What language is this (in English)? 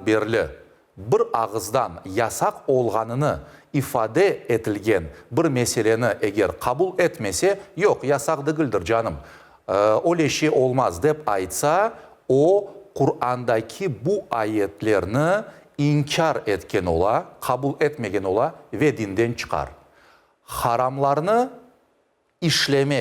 Crimean Tatar